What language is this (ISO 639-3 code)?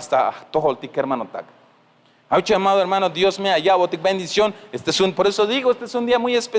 tzh